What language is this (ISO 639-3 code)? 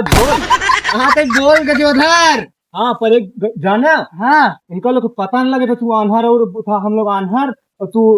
awa